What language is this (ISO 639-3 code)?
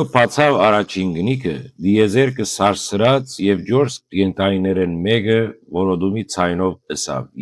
hyw